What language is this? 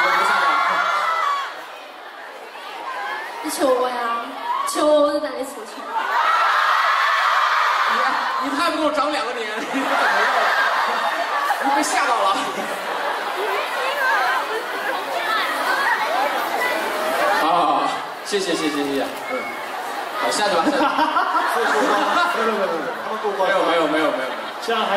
Chinese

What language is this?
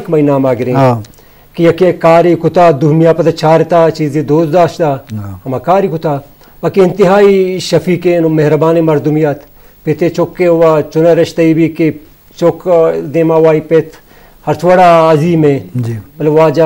Eastern Balochi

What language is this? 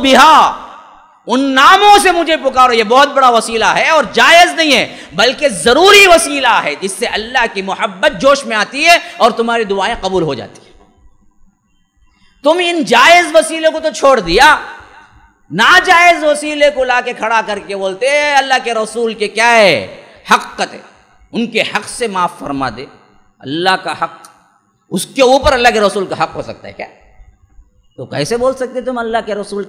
Urdu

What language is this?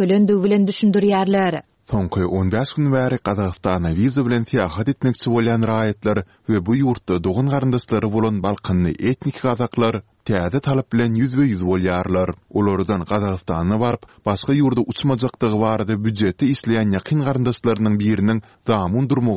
Turkmen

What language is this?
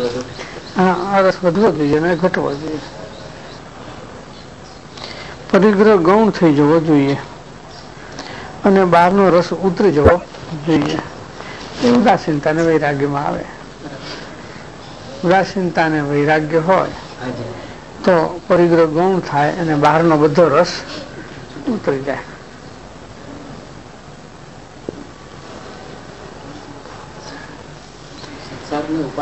Gujarati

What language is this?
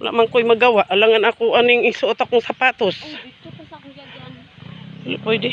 Cebuano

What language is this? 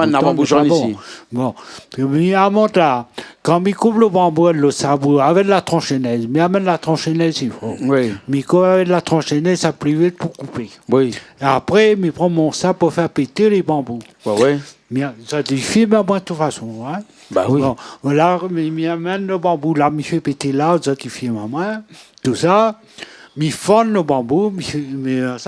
Réunion Creole French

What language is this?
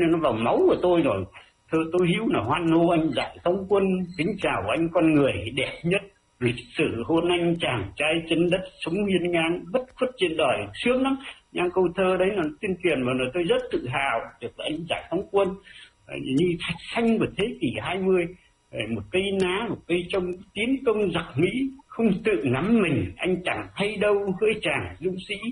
Vietnamese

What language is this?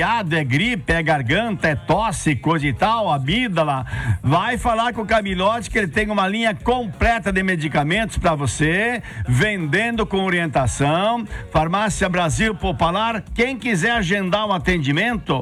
Portuguese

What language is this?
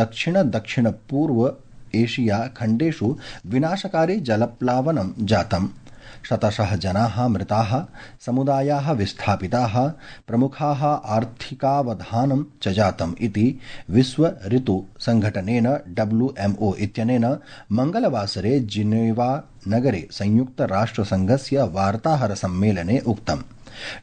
Sanskrit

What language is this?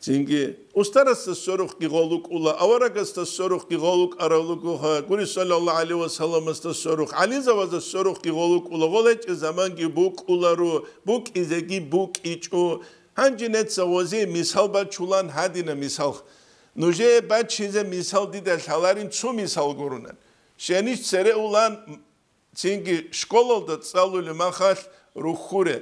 Avaric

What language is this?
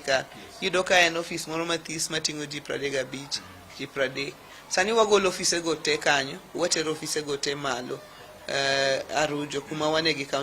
Luo (Kenya and Tanzania)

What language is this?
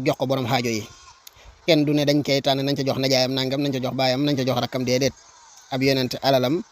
Wolof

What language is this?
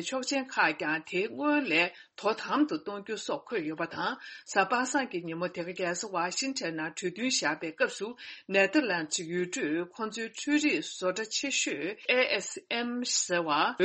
Tibetan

